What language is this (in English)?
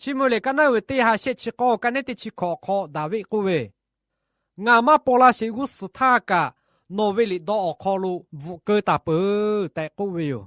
Lahu